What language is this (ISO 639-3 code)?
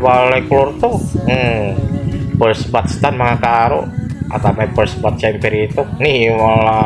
pag